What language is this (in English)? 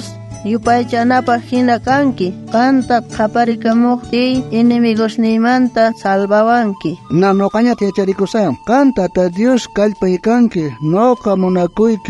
South Bolivian Quechua